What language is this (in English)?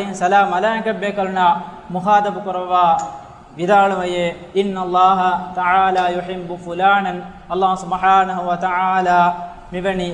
Divehi